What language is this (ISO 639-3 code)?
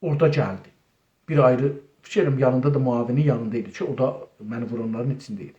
azb